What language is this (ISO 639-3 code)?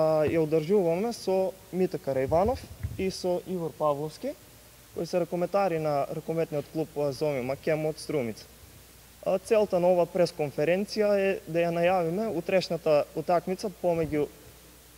mkd